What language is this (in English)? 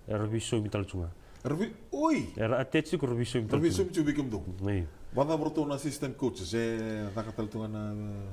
Fijian